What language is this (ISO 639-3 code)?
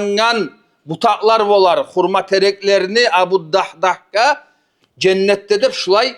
kum